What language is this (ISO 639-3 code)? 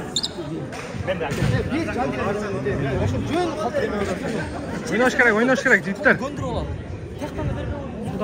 kir